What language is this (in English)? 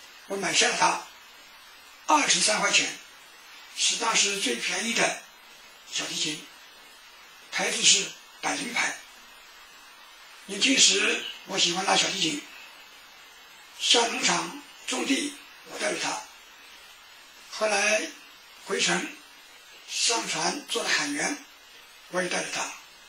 Chinese